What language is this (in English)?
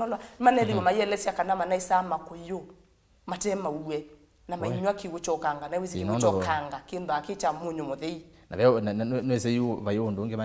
Kamba